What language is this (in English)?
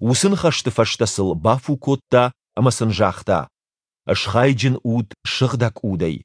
Ossetic